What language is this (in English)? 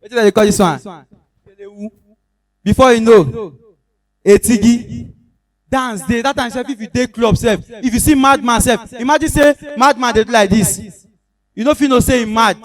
Nigerian Pidgin